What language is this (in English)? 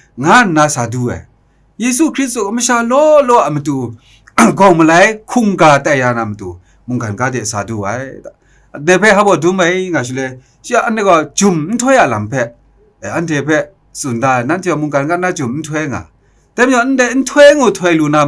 Kachin